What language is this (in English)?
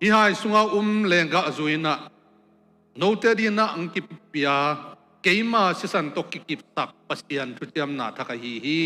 Tedim Chin